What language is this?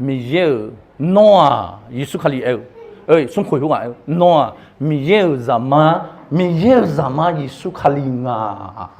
Akha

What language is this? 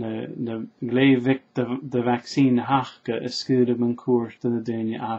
Scottish Gaelic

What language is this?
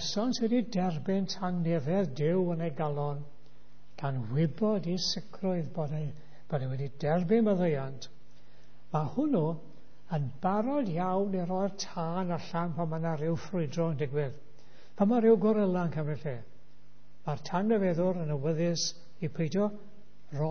Welsh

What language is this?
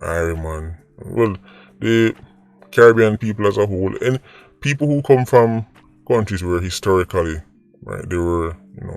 Jamaican Creole English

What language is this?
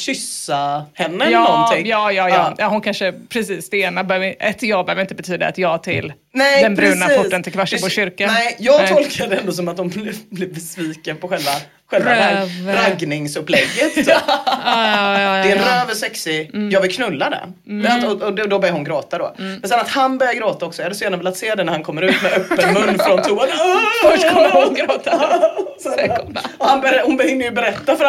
Swedish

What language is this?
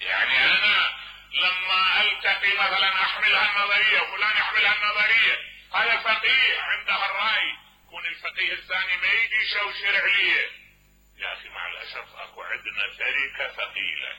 Mesopotamian Arabic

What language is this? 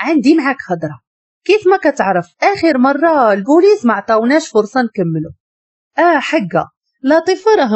Moroccan Arabic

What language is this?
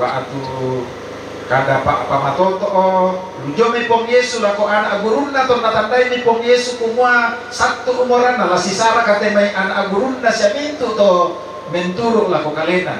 Toraja-Sa'dan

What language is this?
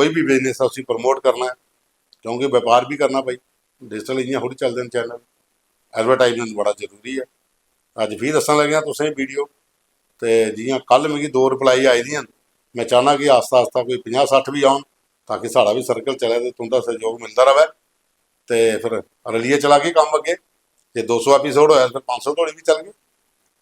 Dogri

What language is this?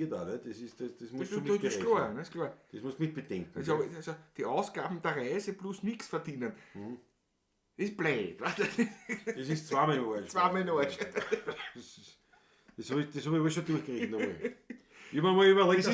Bavarian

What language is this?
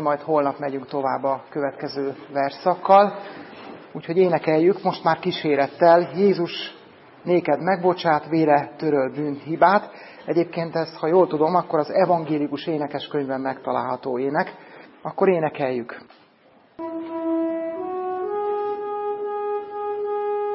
Hungarian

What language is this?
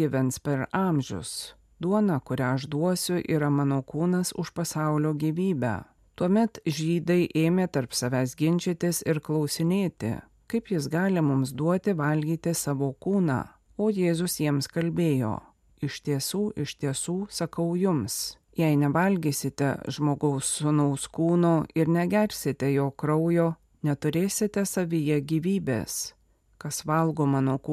Lithuanian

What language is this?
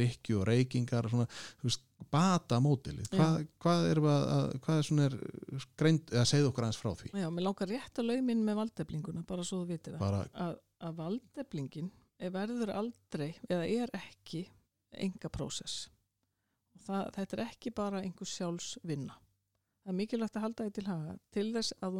Icelandic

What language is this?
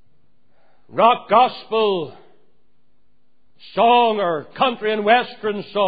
English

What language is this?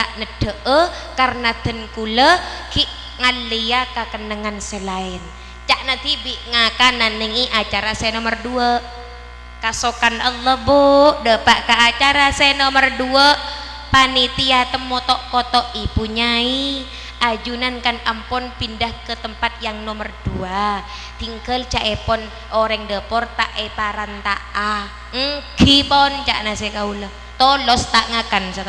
Madurese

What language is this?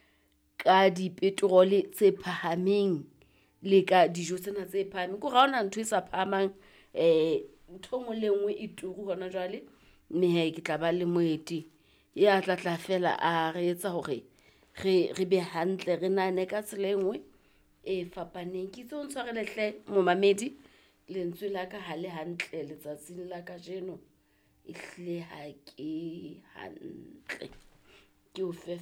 Southern Sotho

